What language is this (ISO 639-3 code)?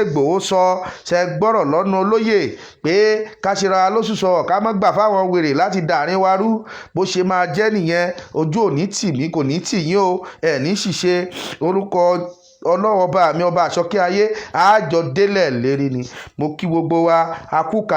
yor